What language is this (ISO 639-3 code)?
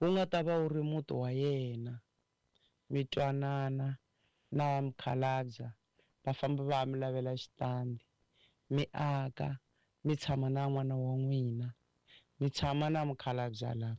tso